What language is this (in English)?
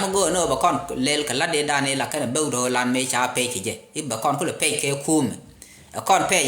Nuer